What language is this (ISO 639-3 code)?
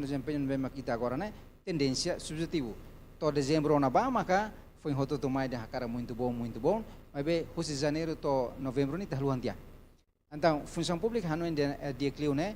tet